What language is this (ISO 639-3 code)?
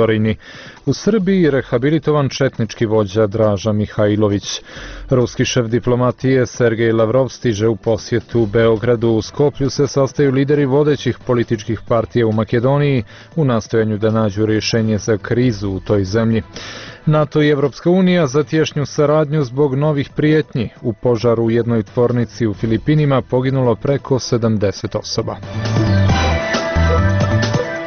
bos